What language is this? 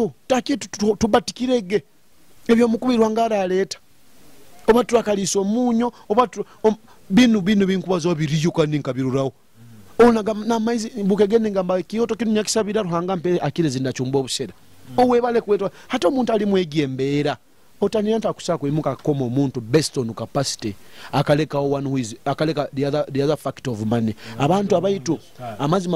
Nyoro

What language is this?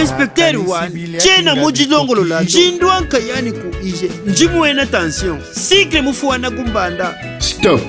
Luba-Lulua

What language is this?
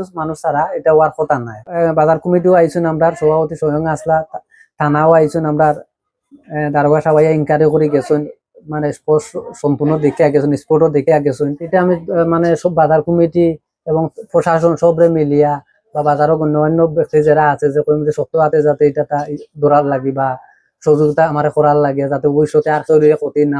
Sylheti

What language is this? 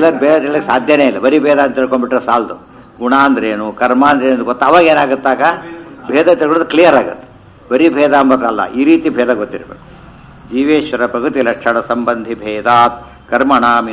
Kannada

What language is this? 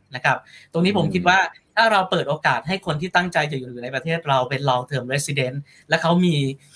Thai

